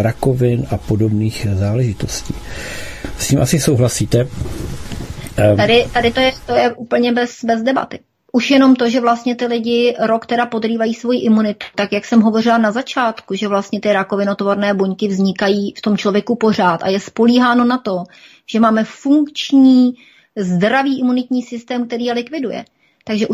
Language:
Czech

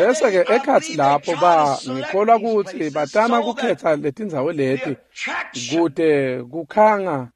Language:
Swati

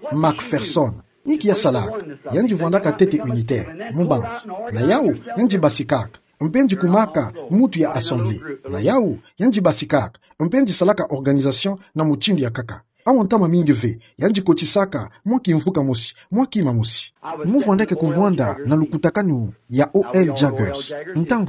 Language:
Kituba (Democratic Republic of Congo)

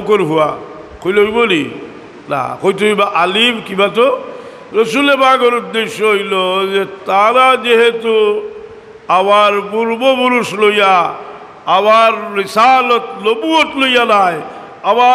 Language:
Sylheti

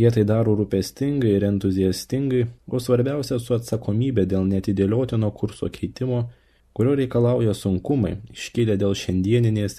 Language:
Lithuanian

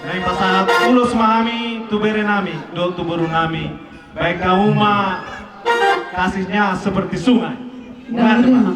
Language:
Batak Toba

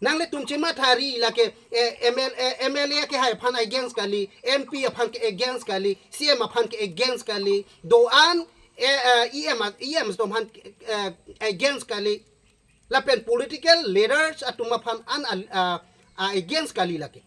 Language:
Karbi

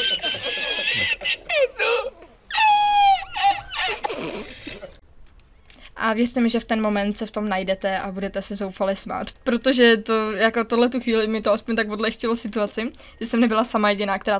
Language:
Czech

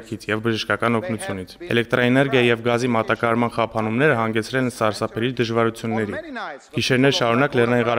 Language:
Armenian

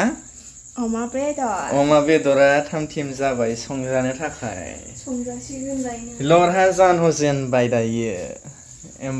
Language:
Bodo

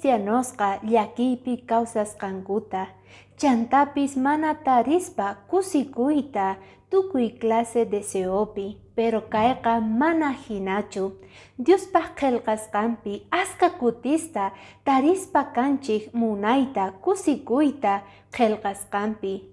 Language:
Quechua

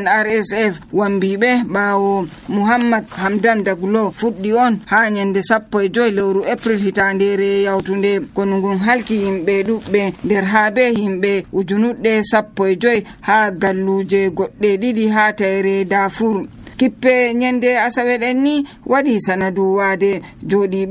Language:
Nigerian Fulfulde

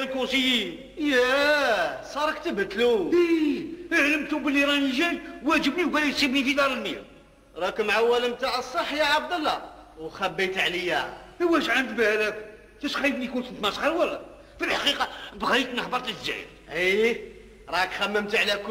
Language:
Algerian Arabic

